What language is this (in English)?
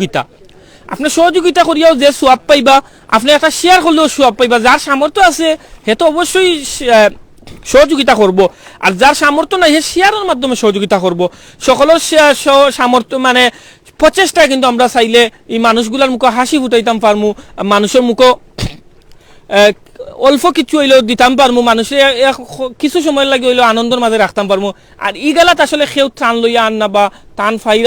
Sylheti